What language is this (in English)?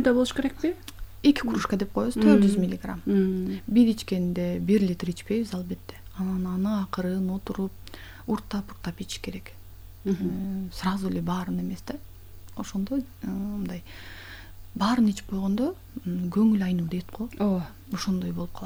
Kyrgyz